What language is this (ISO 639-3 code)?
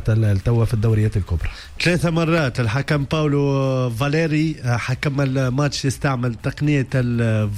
aeb